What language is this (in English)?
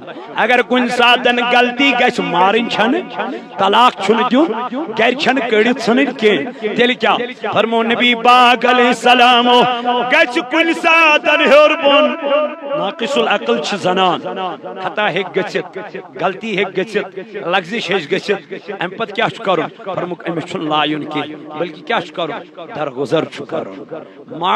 Kashmiri